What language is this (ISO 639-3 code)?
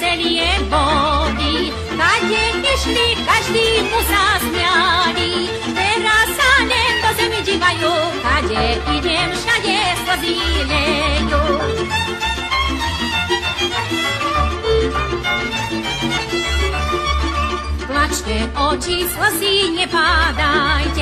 slk